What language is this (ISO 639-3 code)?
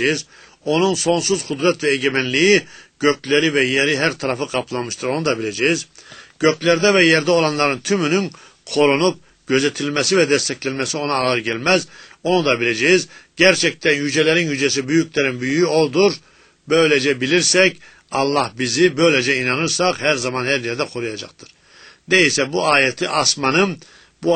tur